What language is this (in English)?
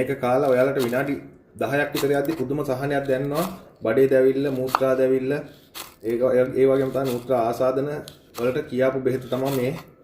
Sinhala